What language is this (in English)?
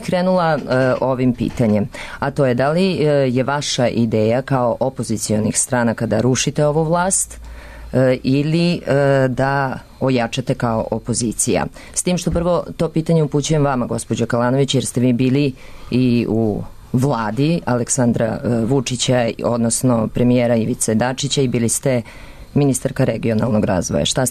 Serbian